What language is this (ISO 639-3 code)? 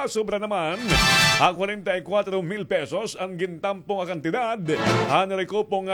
war